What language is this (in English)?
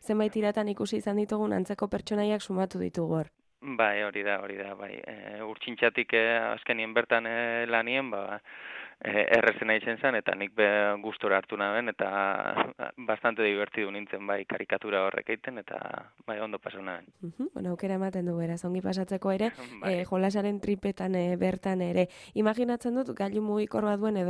Basque